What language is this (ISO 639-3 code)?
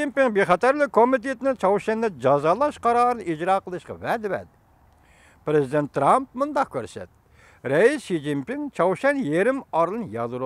uig